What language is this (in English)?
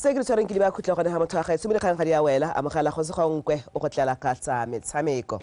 Tswana